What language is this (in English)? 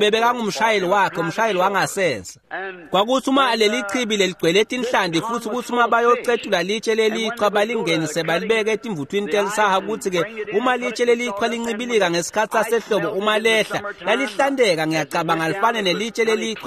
Swati